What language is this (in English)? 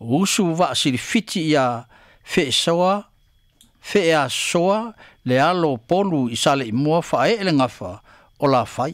Samoan